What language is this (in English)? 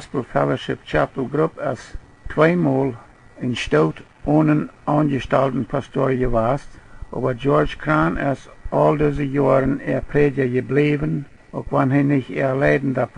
Plautdietsch